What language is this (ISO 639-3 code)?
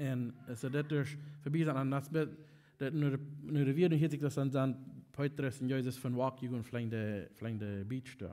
pdt